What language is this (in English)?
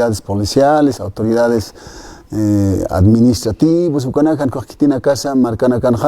Aymara